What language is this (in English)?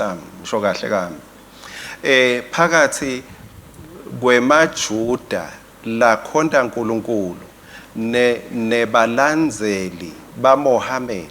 Swati